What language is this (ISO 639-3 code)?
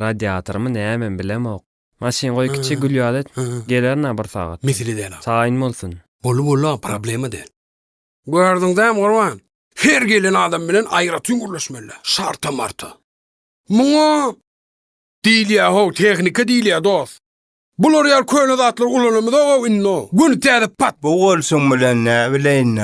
tuk